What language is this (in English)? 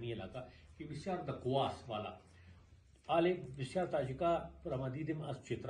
Persian